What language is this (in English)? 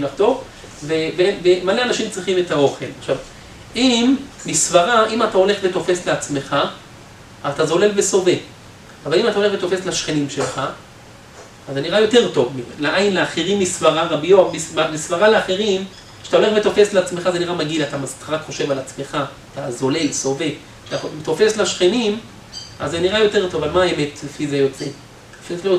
Hebrew